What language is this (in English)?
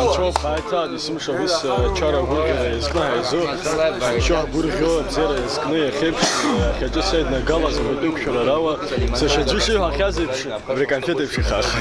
Abkhazian